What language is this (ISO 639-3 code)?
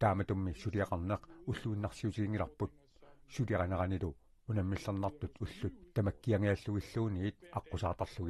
kal